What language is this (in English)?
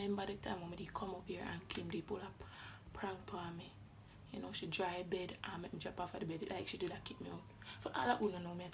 Jamaican Creole English